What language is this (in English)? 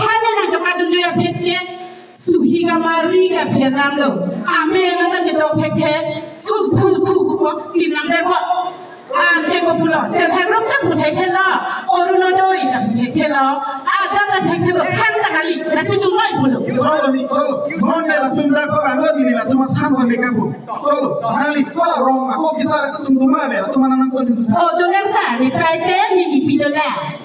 Karbi